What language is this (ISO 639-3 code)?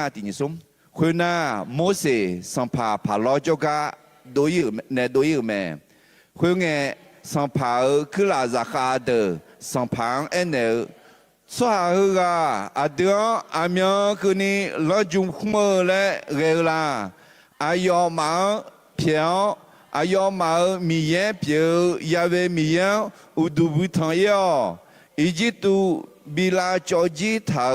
ahk